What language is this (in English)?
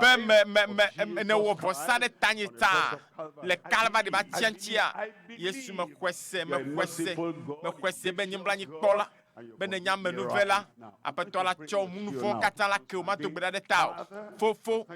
Ewe